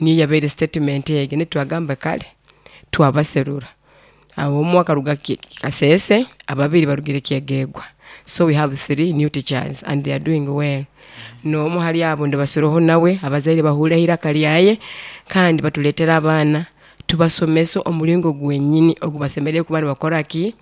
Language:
Nyoro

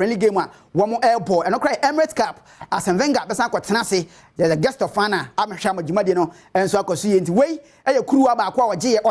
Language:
Akan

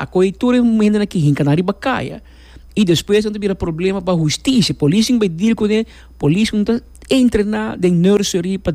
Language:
Papiamento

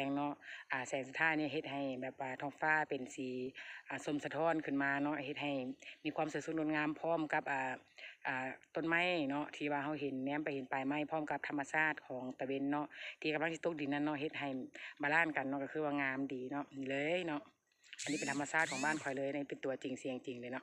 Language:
Lao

